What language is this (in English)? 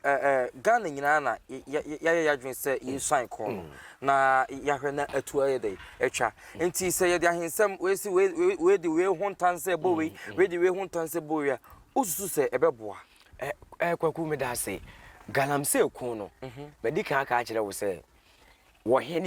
Akan